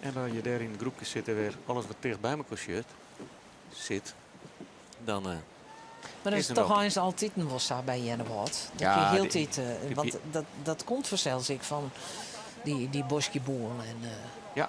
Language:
Western Frisian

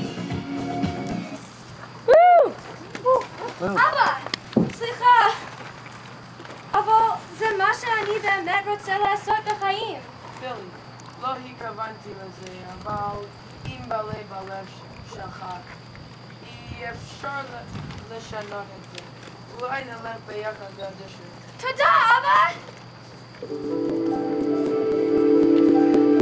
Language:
Hebrew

